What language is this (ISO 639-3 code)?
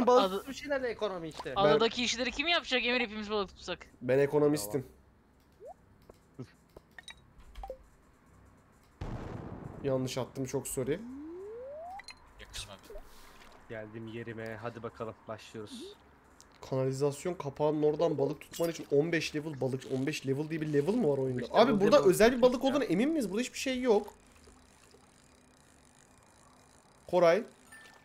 tur